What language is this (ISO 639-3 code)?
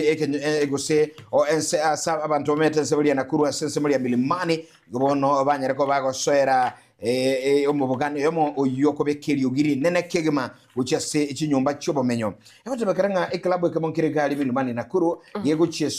guz